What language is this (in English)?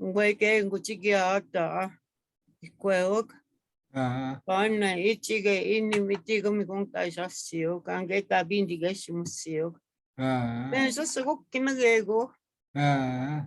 Chippewa